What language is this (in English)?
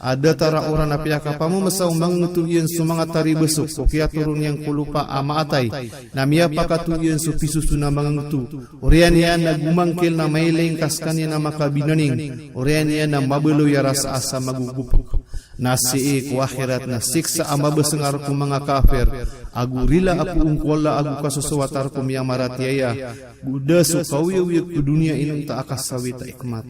Maranao